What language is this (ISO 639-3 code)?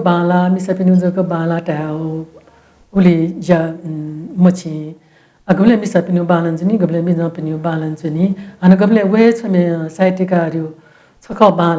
new